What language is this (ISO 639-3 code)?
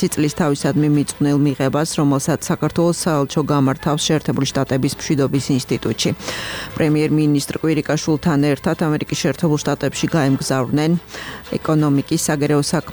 kat